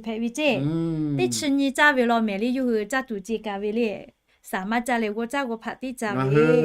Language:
Lahu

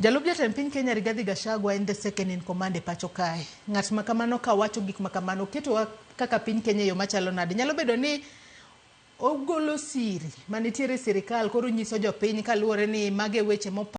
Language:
Luo (Kenya and Tanzania)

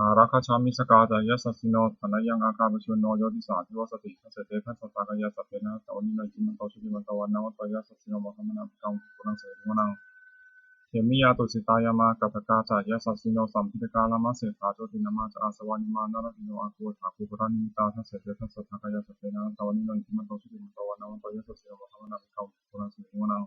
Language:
Pali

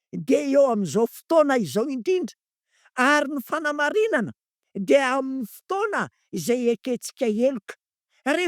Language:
Malagasy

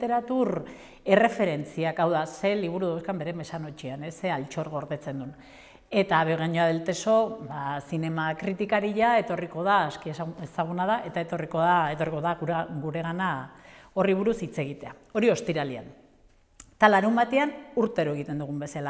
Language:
Basque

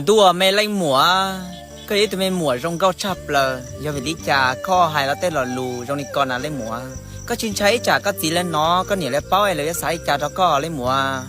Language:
Hmong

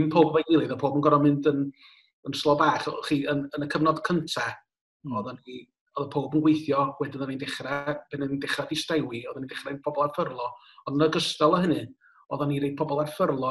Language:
Welsh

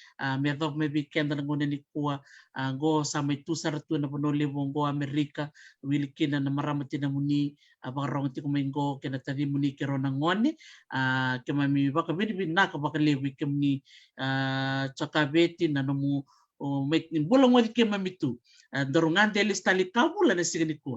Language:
Fijian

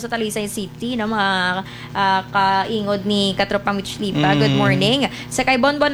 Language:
Hiligaynon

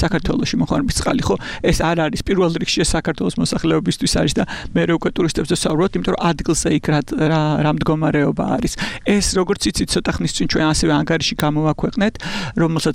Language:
Georgian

